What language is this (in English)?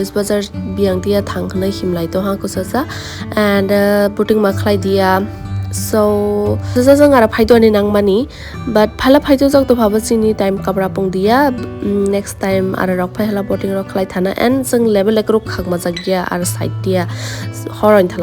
Kok Borok